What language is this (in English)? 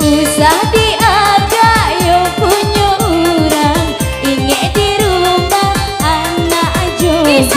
Minangkabau